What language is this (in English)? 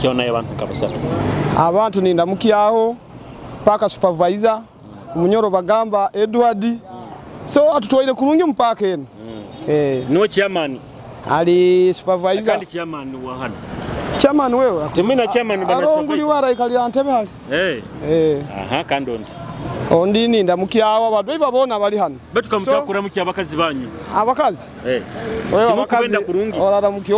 Nyoro